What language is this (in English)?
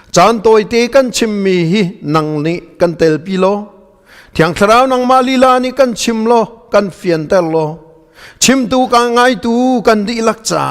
Hakha Chin